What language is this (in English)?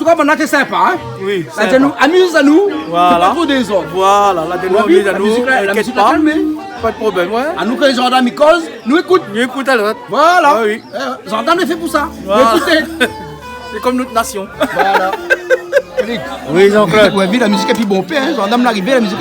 Réunion Creole French